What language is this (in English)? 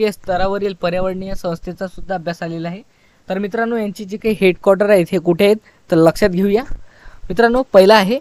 Marathi